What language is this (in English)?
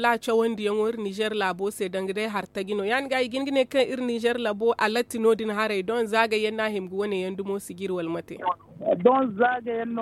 Zarma